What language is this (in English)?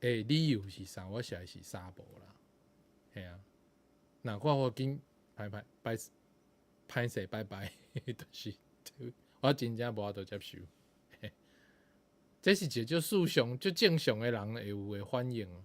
Min Nan Chinese